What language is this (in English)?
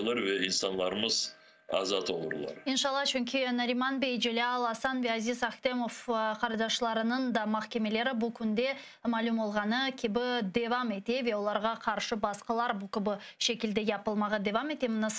Crimean Tatar